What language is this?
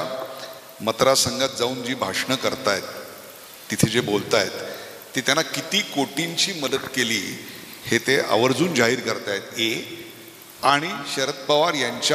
Marathi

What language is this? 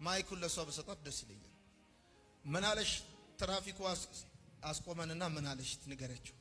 Amharic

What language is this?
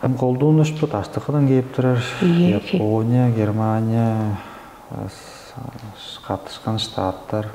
Tuvinian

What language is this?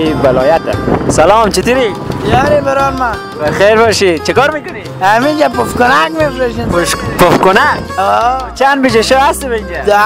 Persian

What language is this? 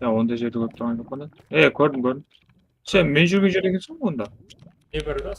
Kara-Kalpak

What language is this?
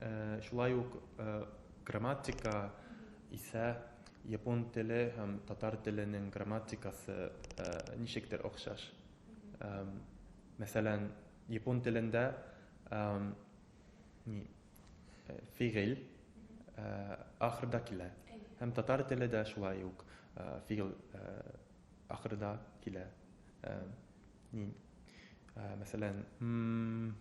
Tatar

